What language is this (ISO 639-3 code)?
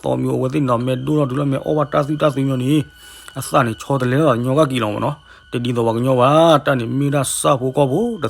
ksw